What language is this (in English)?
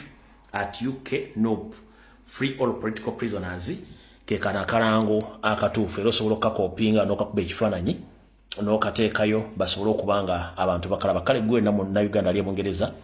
Ganda